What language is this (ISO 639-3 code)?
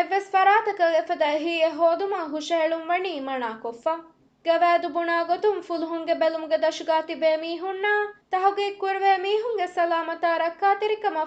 div